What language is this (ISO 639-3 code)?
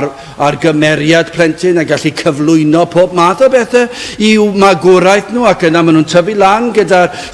cym